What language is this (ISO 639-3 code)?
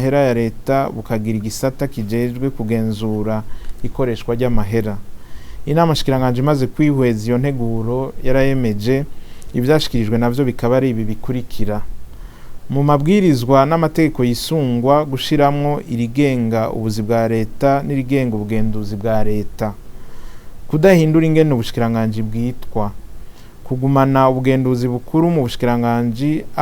run